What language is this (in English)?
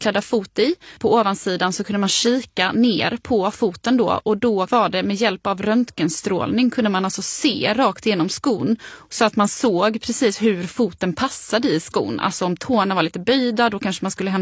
Swedish